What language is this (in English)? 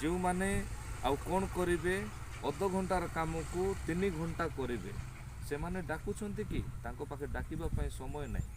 Odia